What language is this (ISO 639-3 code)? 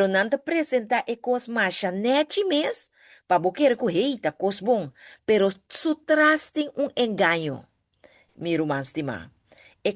pap